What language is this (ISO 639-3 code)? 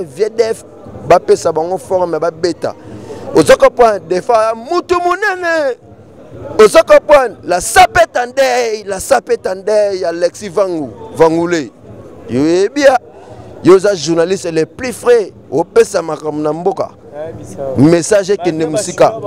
lin